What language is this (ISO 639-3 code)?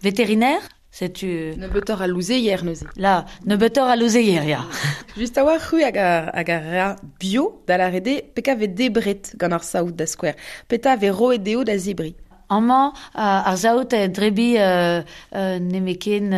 bre